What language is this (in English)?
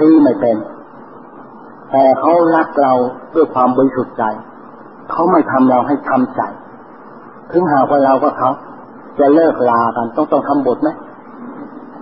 Thai